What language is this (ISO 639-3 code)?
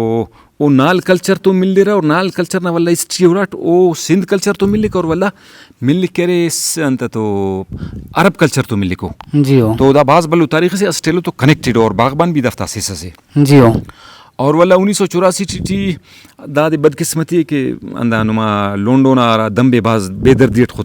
brh